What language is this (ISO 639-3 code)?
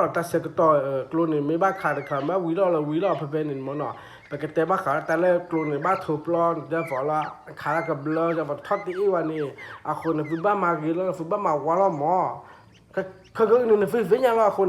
ksw